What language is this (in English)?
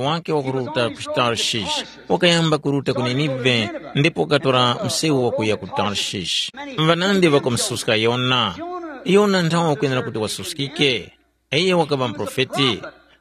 Tumbuka